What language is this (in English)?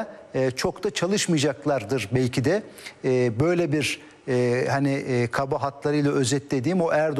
Turkish